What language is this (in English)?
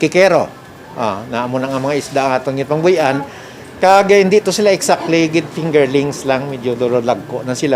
Hiligaynon